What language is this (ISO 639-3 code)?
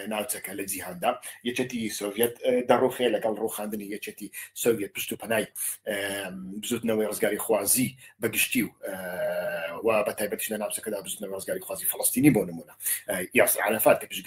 ckb